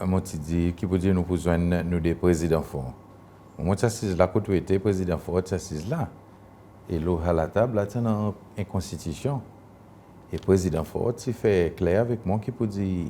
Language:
Seselwa Creole French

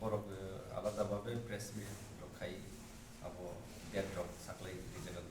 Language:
Kok Borok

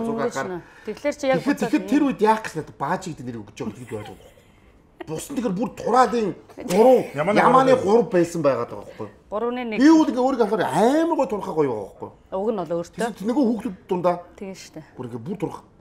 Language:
Mongolian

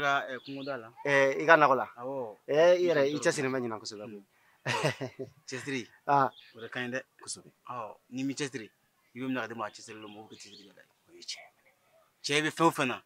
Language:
Bambara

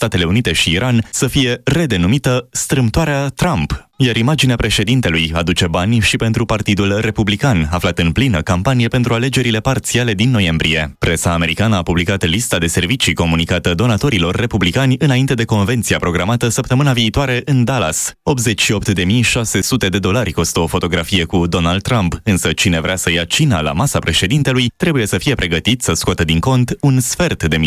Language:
Romanian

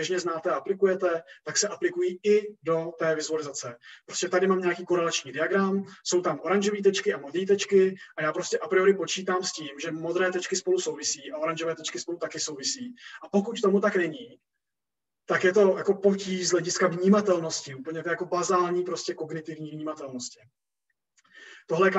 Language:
Czech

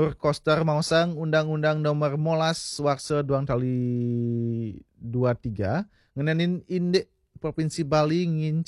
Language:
Balinese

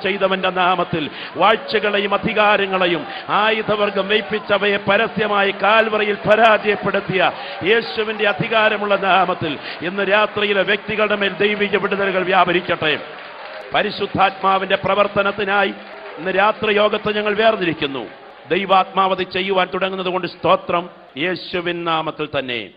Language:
Malayalam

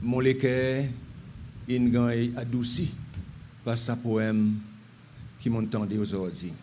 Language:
Seselwa Creole French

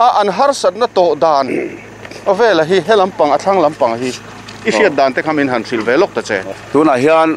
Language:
Mizo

